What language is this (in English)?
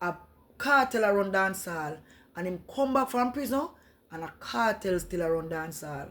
Jamaican Creole English